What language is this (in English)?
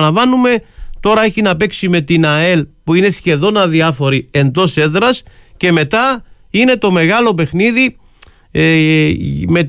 Greek